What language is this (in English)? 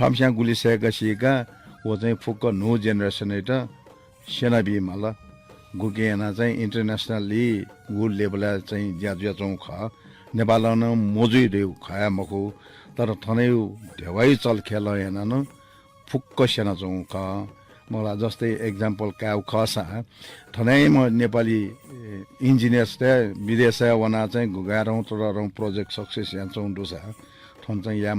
Newari